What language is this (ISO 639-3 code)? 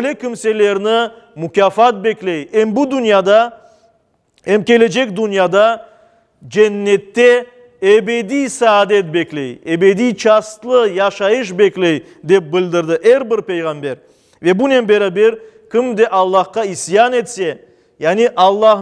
crh